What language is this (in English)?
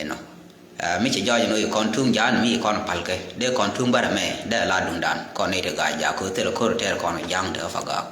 Nuer